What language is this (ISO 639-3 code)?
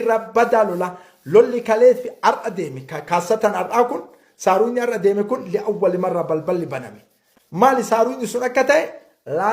orm